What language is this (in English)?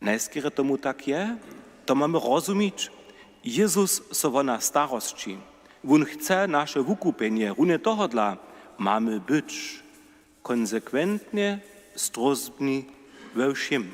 Upper Sorbian